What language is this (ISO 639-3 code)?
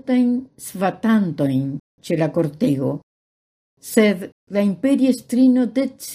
epo